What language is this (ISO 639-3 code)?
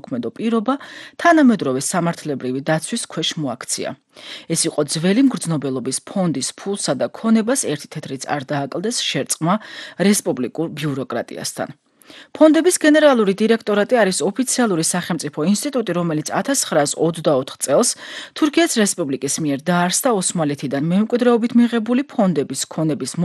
kat